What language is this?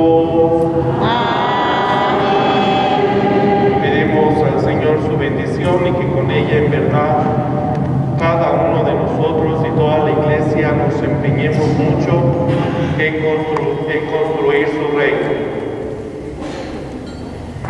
Spanish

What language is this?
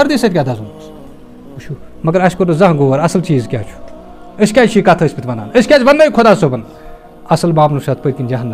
Kashmiri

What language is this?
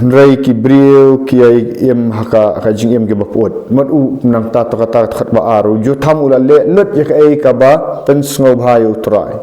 Khasi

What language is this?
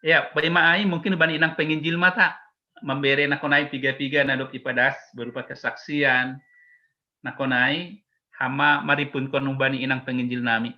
Batak Simalungun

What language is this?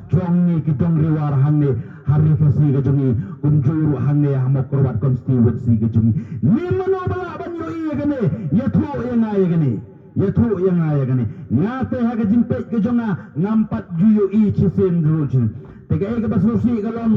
Khasi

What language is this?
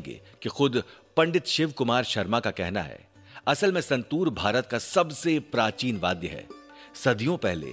Hindi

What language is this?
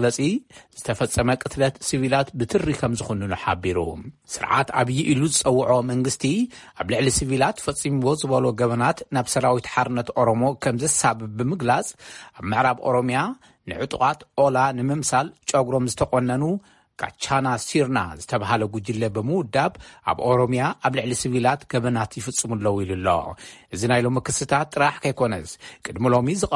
Tigrinya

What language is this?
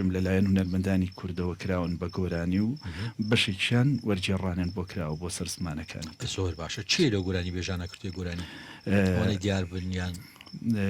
Central Kurdish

